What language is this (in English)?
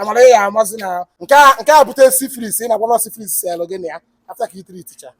Igbo